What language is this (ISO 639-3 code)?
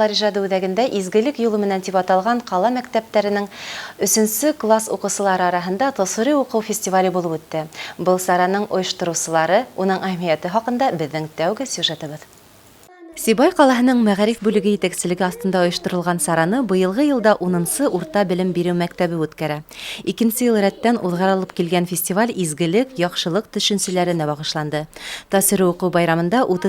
bak